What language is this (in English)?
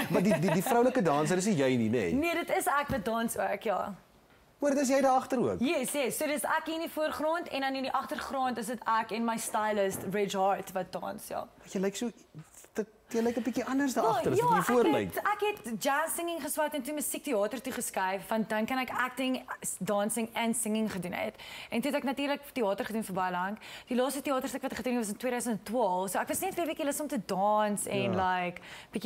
Afrikaans